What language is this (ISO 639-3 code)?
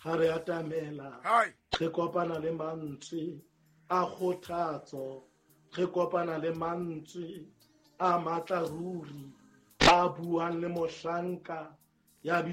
sot